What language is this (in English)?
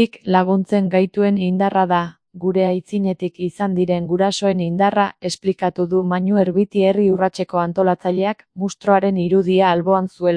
Basque